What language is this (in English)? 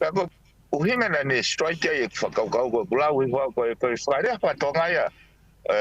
Tongan